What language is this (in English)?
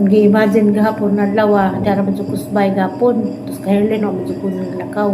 Cebuano